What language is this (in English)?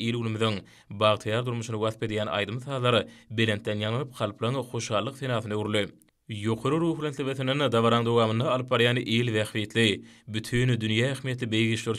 Turkmen